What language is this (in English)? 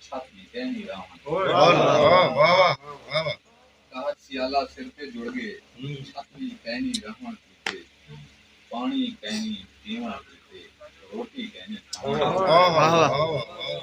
Saraiki